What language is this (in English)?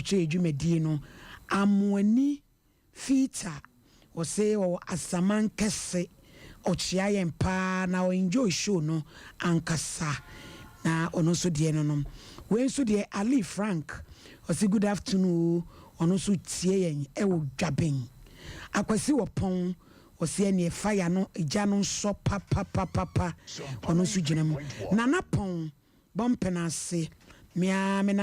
Akan